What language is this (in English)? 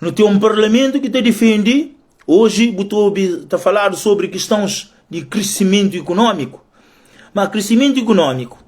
Kabuverdianu